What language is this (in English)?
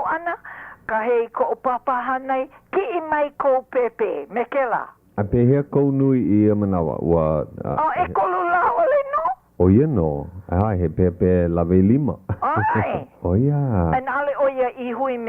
Hawaiian